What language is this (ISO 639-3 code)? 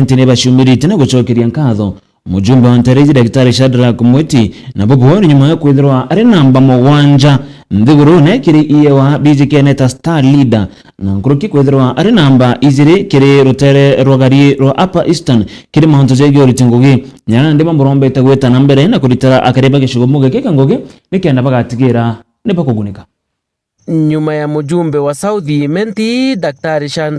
mer